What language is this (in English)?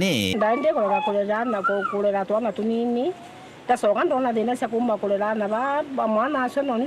Meru